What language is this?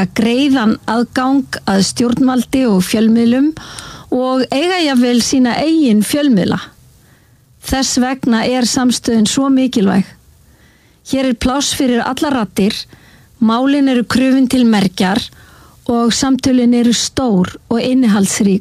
Icelandic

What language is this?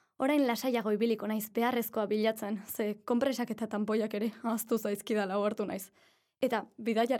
Basque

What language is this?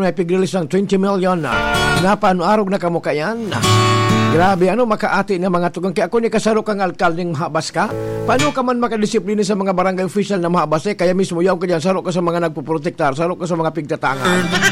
Bikol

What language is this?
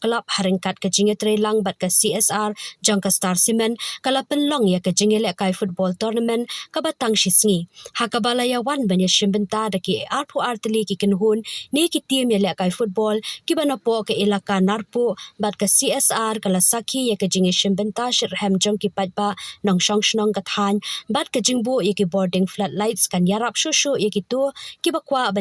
Khasi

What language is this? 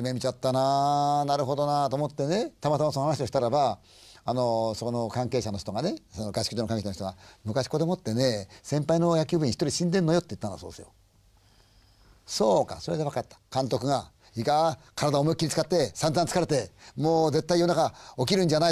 Japanese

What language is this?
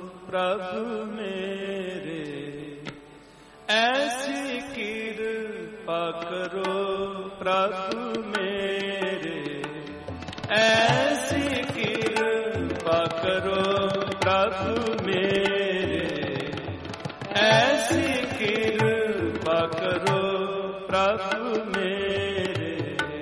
Hindi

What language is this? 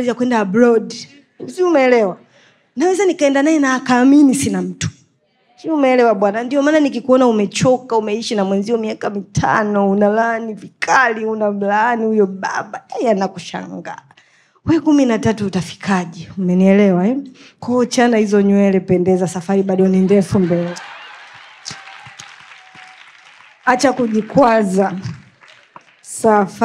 Swahili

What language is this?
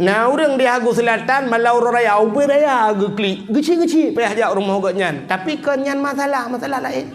Achinese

